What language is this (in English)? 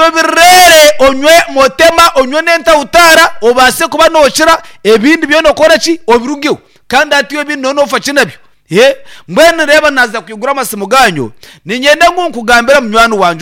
Nyankole